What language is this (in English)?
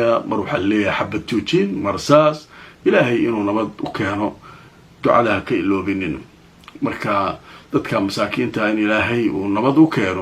Somali